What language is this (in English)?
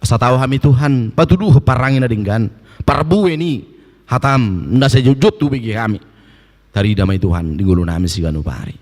Batak Toba